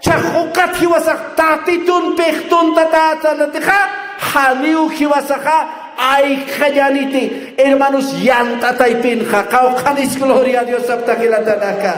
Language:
Aymara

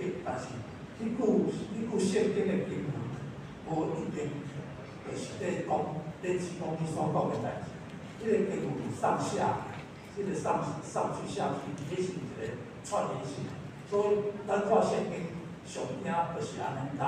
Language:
Min Nan Chinese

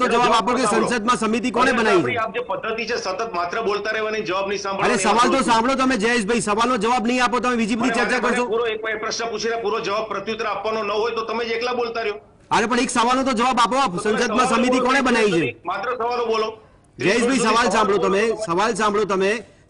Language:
Gujarati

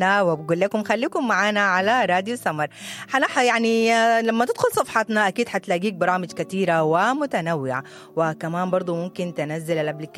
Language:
Sudanese Arabic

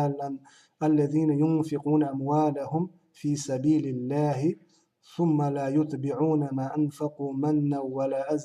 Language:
Chechen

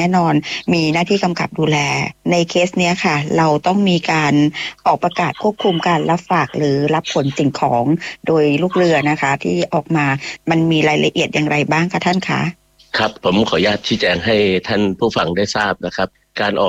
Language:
Thai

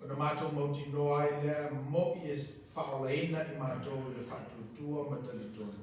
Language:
Samoan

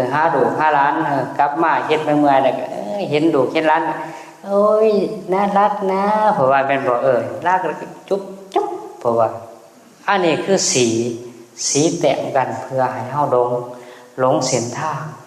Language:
Northeastern Thai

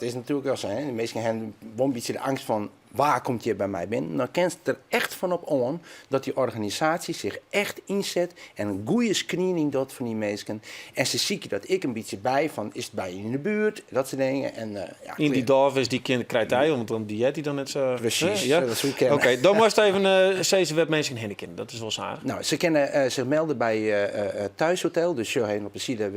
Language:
Western Frisian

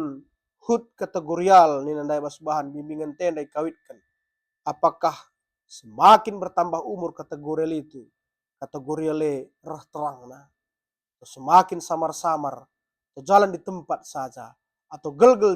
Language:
Batak Karo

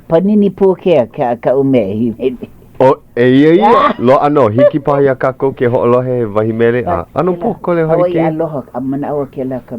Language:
Hawaiian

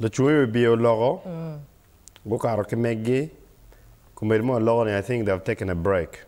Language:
Acoli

